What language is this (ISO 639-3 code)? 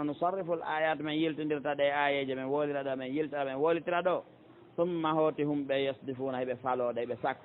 ful